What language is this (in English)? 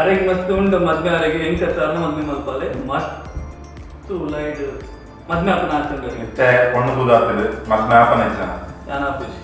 Tulu